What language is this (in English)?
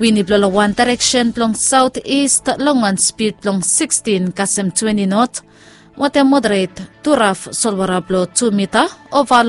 Bislama